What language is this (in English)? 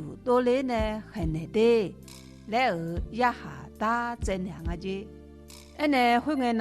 Akha